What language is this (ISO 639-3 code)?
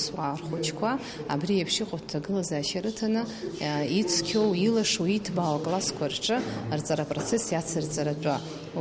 abk